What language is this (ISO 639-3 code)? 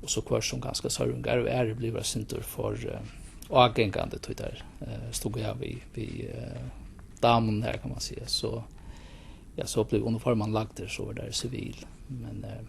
fao